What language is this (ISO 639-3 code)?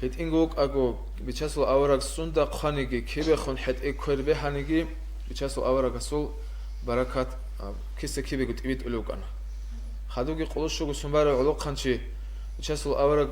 ava